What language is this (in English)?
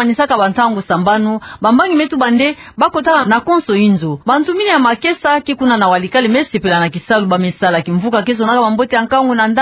Kituba (Democratic Republic of Congo)